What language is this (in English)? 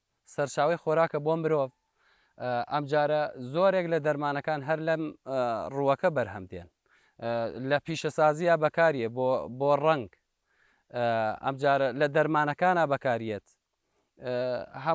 Central Kurdish